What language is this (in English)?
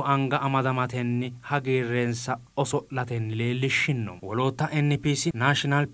Sidamo